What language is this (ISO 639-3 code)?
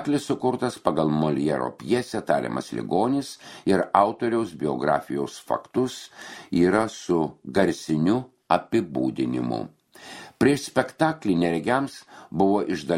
lit